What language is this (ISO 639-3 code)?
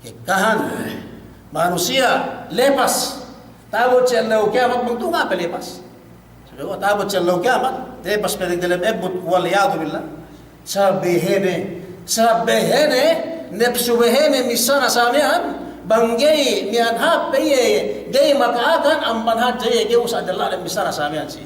yka